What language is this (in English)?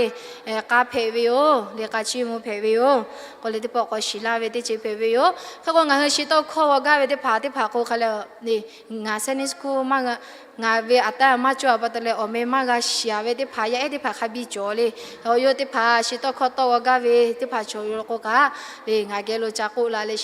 Lahu